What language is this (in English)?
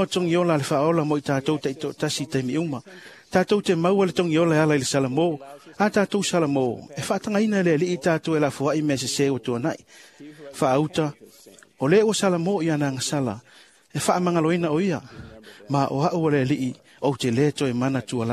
Samoan